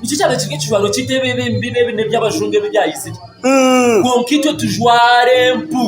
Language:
Nyankole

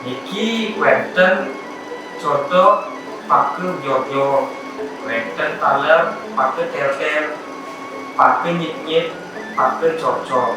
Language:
Balinese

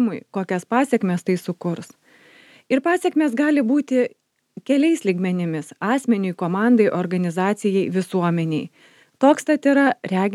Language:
Lithuanian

